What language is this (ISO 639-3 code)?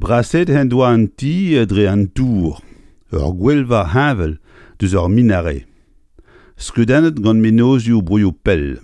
bre